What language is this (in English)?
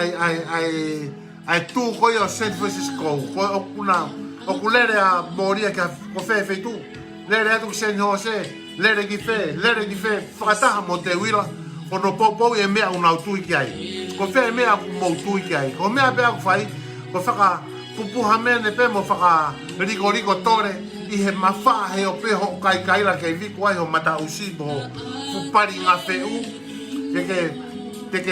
Tongan